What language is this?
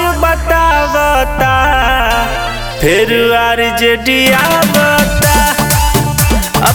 Bhojpuri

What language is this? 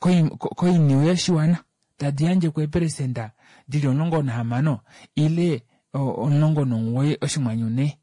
Kuanyama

